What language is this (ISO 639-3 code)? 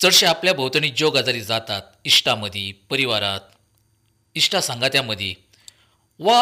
kok